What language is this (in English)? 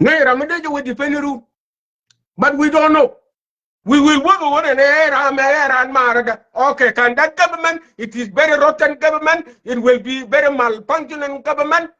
Nuer